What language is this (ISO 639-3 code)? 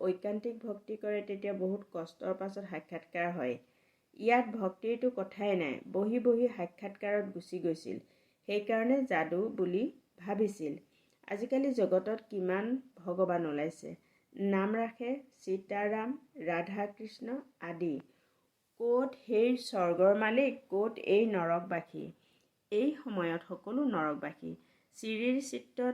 asm